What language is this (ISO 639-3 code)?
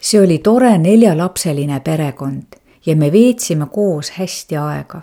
est